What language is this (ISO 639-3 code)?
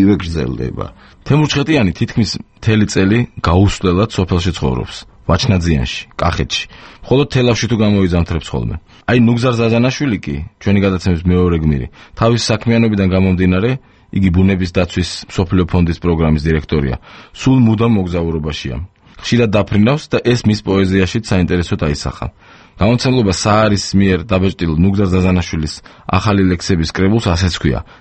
kat